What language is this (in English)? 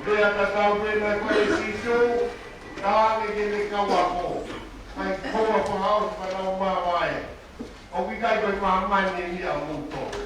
Tongan